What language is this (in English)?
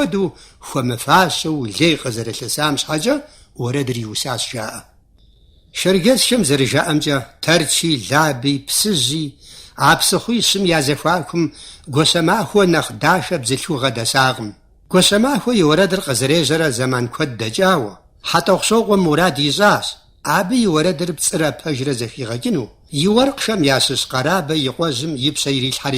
Kabardian